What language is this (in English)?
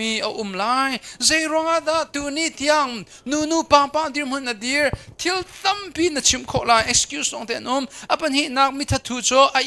Hakha Chin